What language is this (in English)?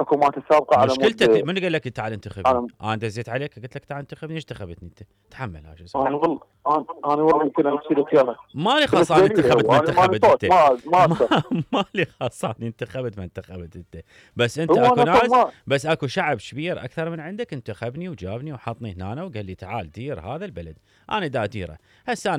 Mesopotamian Arabic